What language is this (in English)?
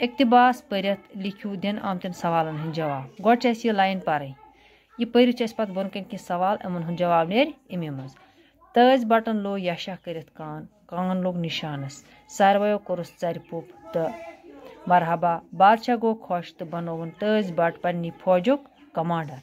Kashmiri